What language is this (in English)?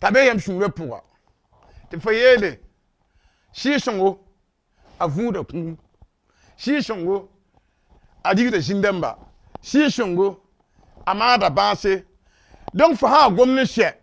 Mossi